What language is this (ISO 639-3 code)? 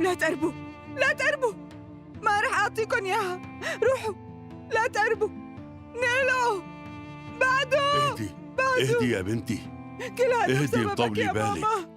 apc